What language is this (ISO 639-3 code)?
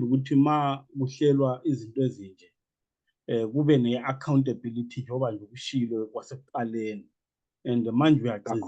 zul